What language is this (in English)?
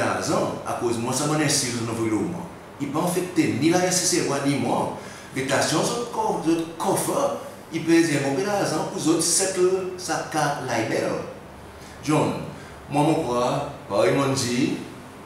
Seselwa Creole French